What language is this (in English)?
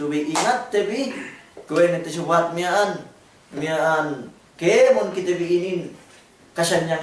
Yakan